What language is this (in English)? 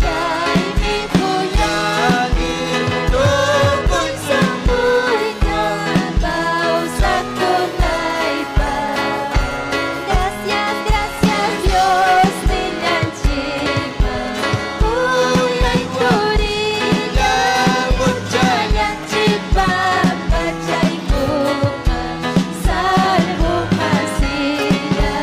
Ayacucho Quechua